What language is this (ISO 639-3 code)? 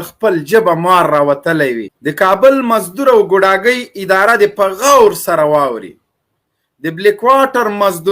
pus